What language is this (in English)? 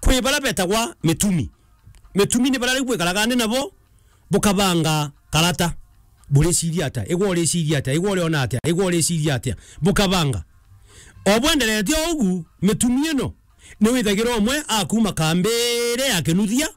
Meru